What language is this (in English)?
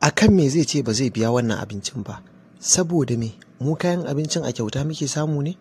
Hausa